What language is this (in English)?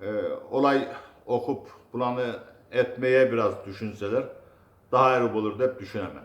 Kumyk